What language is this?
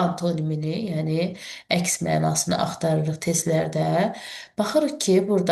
Azerbaijani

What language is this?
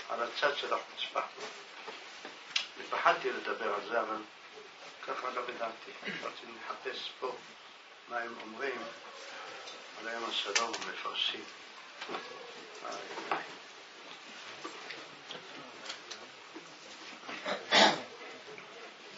Hebrew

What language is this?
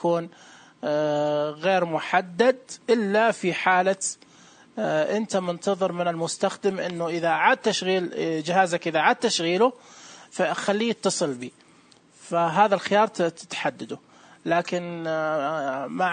Najdi Arabic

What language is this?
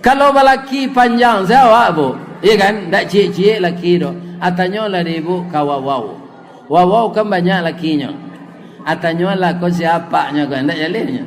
Minangkabau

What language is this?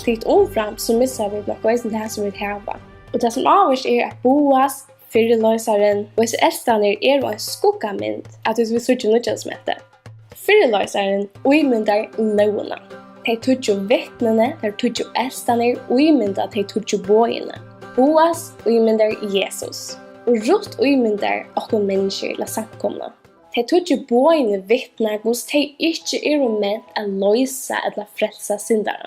Faroese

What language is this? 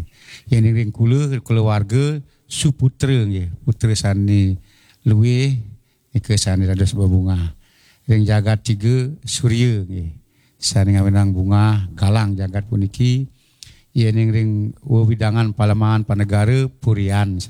Balinese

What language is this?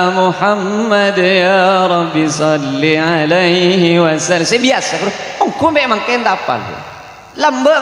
Madurese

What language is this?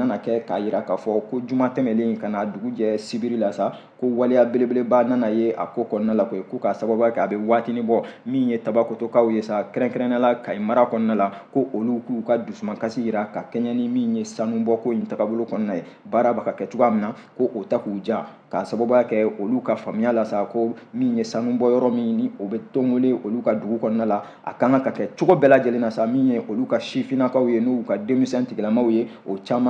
Bambara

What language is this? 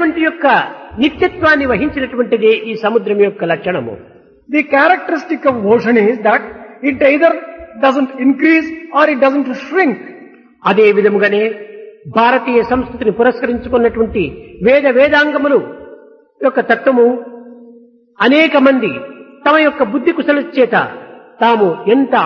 Telugu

